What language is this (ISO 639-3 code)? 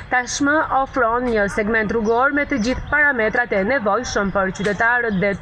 sqi